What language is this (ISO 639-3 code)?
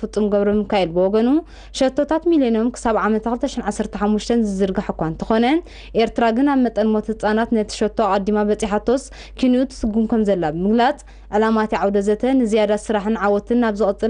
tir